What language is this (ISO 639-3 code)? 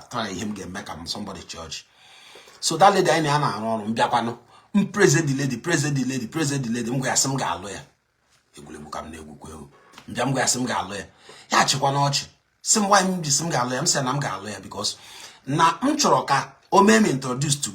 ibo